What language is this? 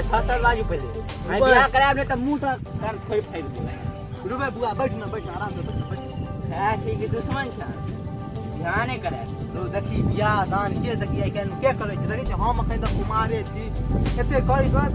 Maithili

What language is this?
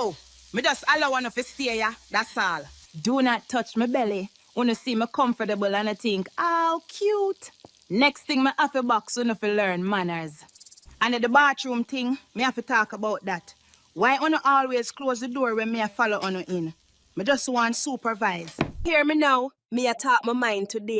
Jamaican Creole English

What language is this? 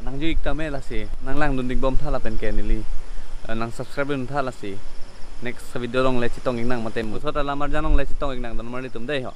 Karbi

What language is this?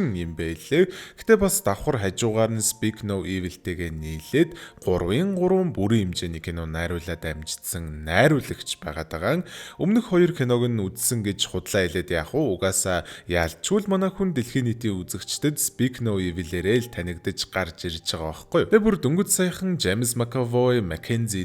Mongolian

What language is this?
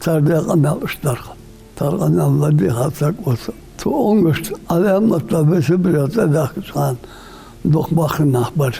Ingush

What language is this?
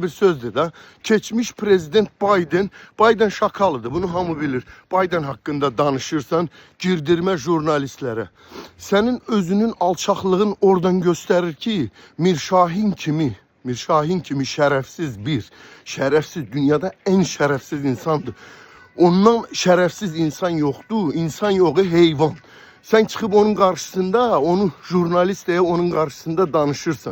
Azerbaijani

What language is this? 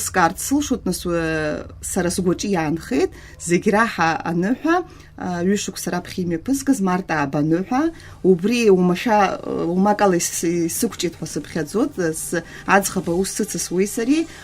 Abkhazian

